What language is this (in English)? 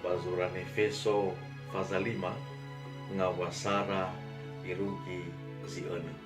Nias